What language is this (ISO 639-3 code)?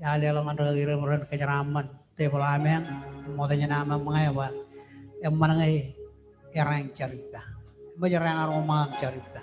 mah